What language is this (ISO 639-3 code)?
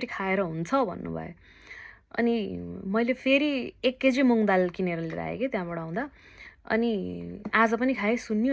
nep